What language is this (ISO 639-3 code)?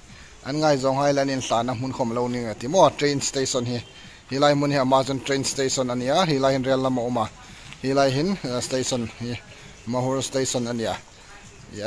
hmr